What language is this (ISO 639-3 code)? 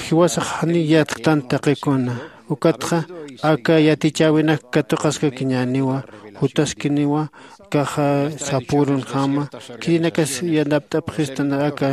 aym